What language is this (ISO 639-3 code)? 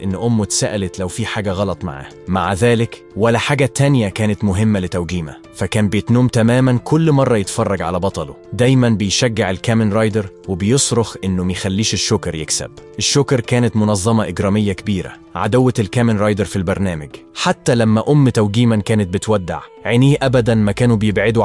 arz